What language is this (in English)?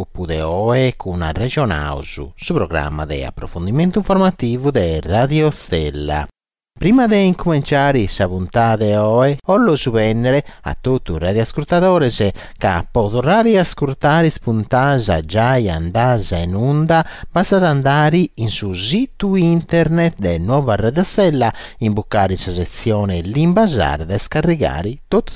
Sardinian